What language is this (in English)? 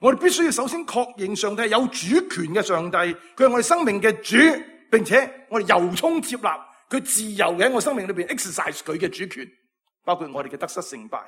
Cantonese